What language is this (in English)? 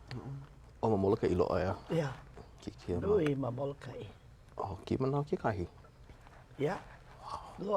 Hawaiian